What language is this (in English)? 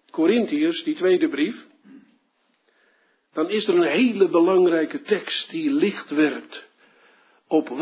Dutch